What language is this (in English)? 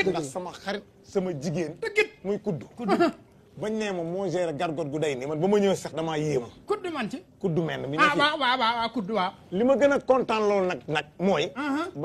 Wolof